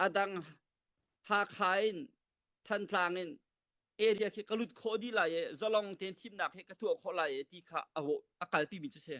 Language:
Hakha Chin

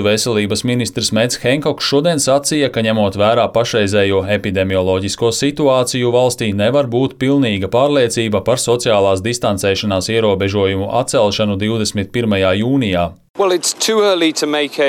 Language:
Latvian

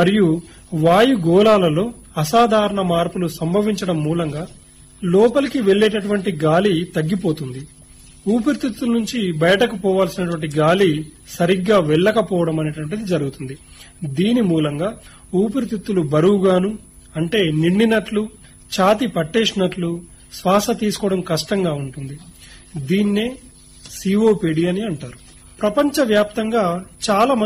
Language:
Telugu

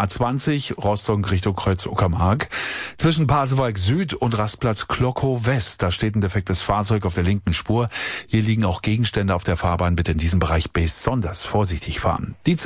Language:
German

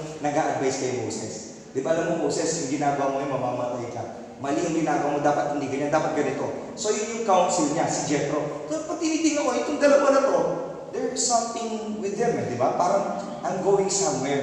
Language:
Filipino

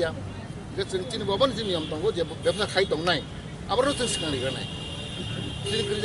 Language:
Kok Borok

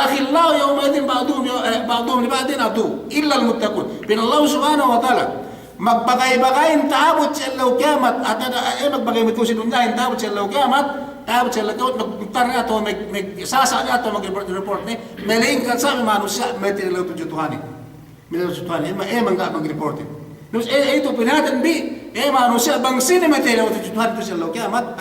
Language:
Yakan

